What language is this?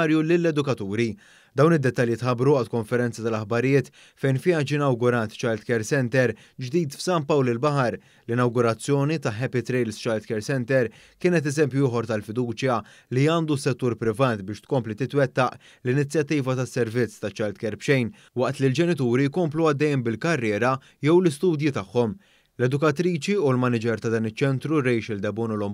Maltese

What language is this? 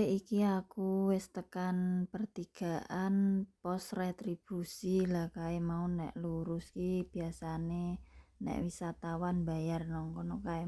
Javanese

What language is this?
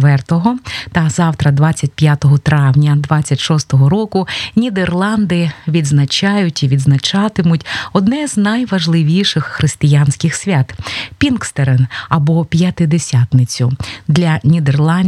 Ukrainian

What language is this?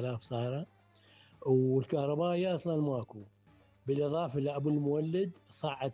Mesopotamian Arabic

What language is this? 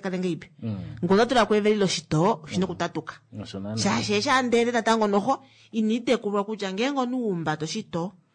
Kuanyama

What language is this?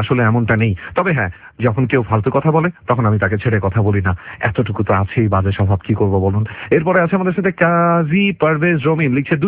Bangla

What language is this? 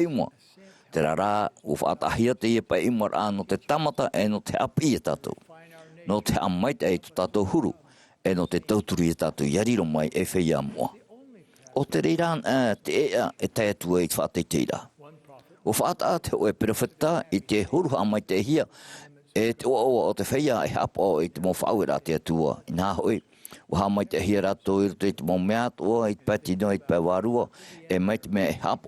Tahitian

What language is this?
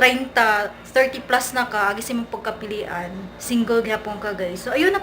Cebuano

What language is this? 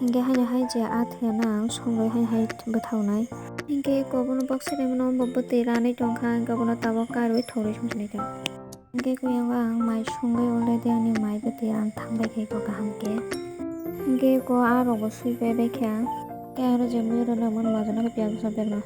Kok Borok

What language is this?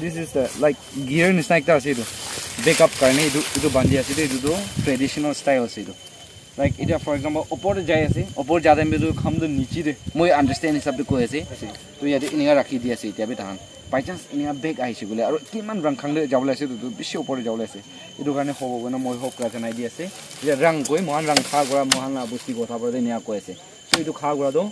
Naga Pidgin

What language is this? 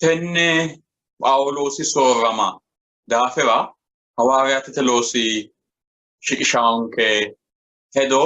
Sidamo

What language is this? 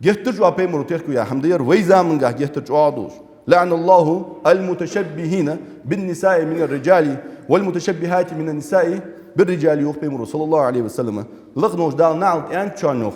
Ingush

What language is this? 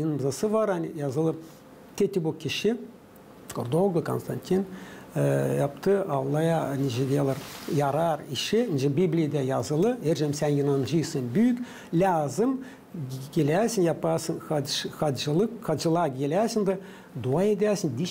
Gagauz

